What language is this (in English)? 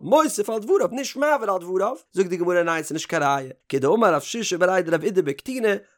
Yiddish